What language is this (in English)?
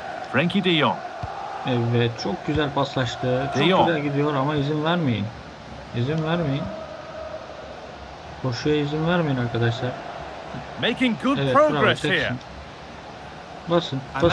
Turkish